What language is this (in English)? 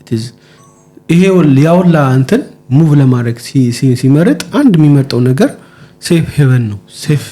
Amharic